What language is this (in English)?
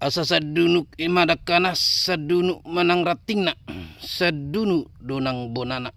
Batak Toba